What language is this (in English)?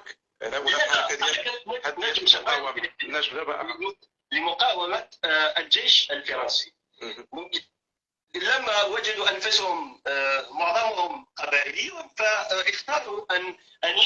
Algerian Arabic